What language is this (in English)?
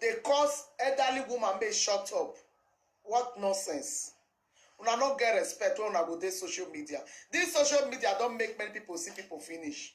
Nigerian Pidgin